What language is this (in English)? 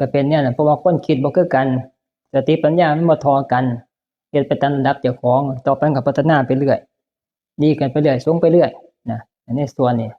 Northeastern Thai